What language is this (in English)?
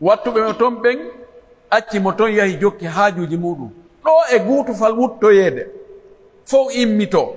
Pular